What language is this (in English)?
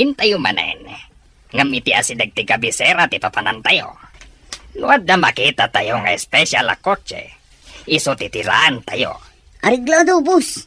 Iloko